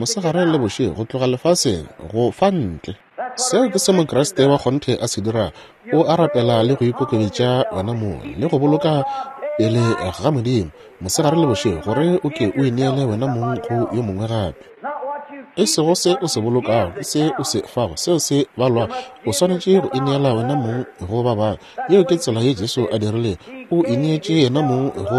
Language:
Northern Sotho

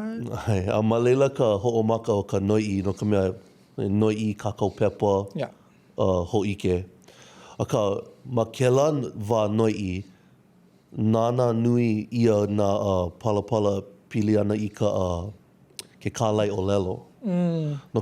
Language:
Hawaiian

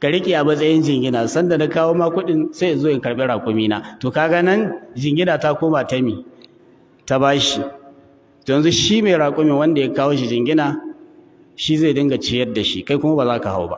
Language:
Hausa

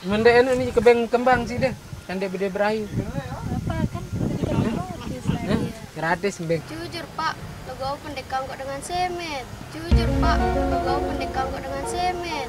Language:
Sasak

